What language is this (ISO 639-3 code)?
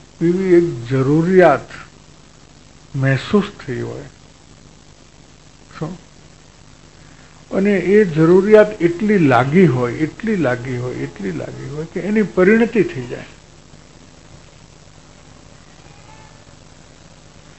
guj